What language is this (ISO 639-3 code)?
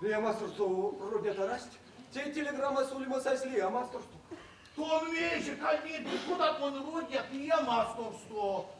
myv